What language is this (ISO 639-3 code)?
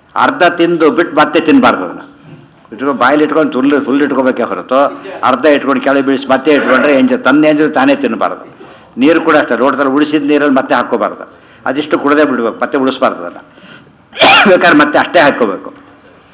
kan